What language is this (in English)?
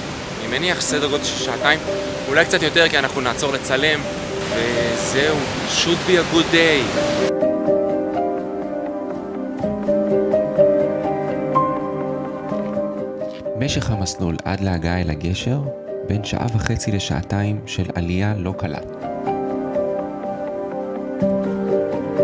Hebrew